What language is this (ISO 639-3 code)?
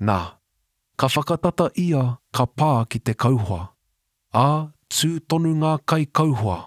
mri